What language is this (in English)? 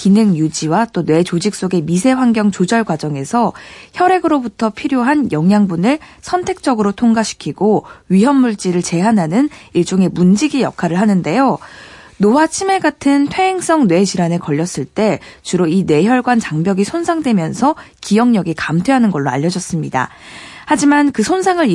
Korean